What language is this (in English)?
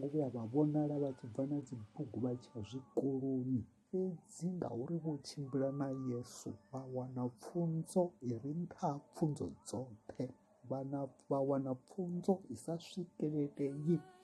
Venda